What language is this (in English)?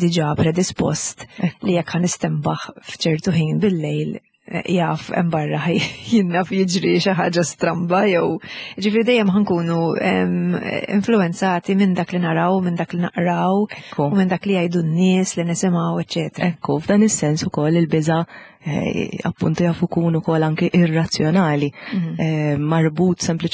Maltese